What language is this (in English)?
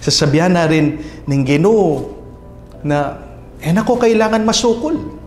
Pampanga